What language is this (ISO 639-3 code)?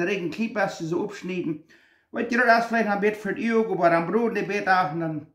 pdt